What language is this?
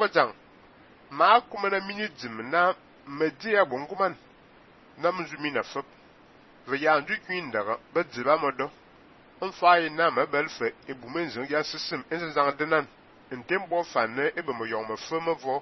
Fang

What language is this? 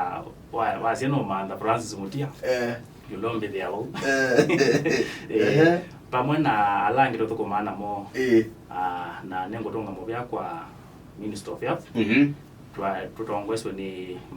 Kamba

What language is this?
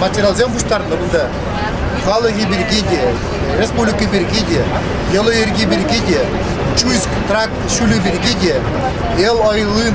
Chuvash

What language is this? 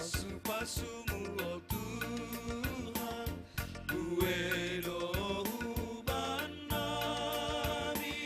Batak Simalungun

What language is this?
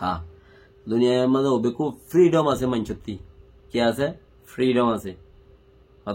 Rohingya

